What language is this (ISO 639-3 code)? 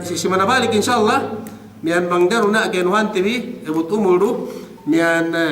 yka